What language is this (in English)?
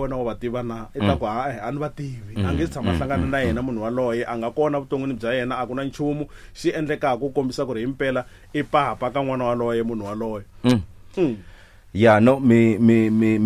Tsonga